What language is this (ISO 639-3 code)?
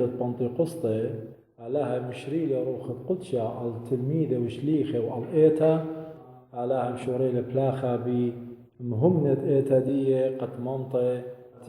aii